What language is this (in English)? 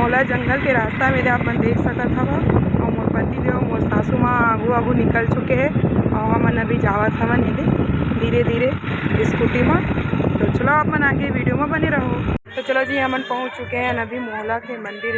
Chhattisgarhi